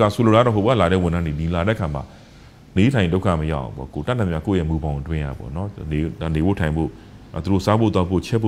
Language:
Burmese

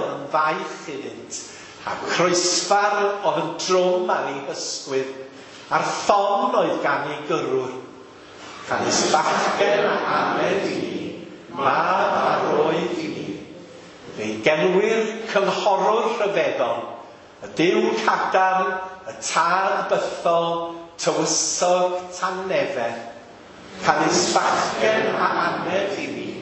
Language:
Welsh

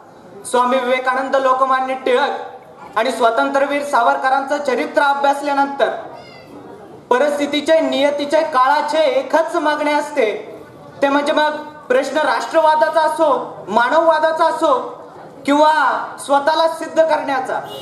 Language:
Marathi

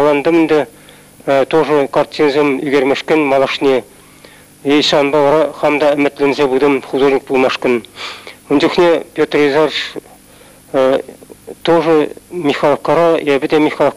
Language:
Chuvash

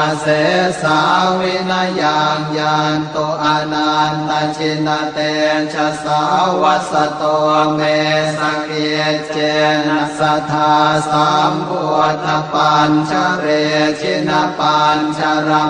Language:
Pali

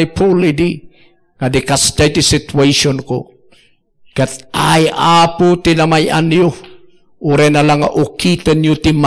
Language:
Iloko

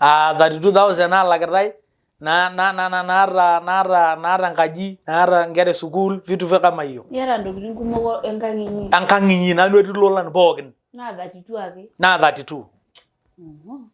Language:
Masai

